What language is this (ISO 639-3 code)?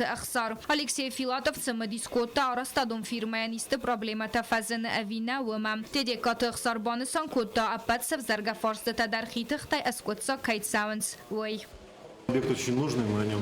oss